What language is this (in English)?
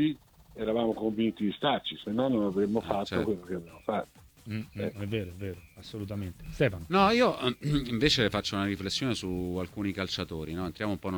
Italian